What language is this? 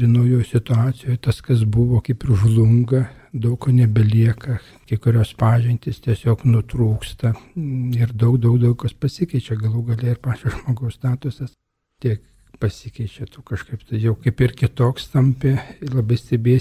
Lithuanian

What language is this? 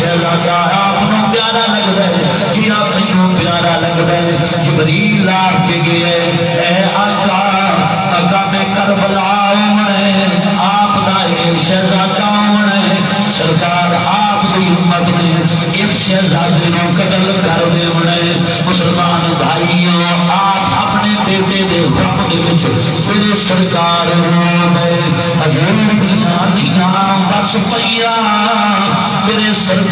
Saraiki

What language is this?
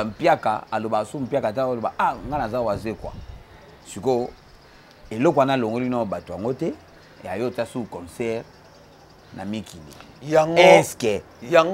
Lingala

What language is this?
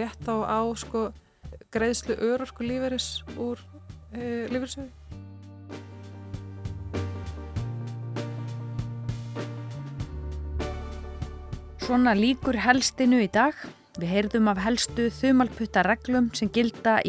Icelandic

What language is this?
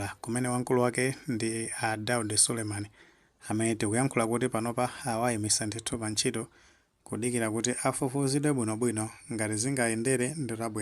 Nyanja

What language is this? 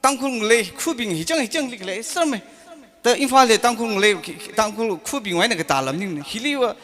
Tangkhul Naga (India)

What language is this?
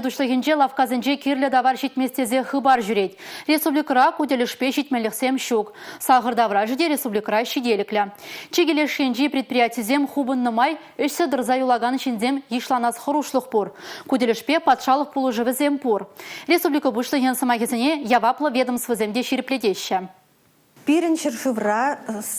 Chuvash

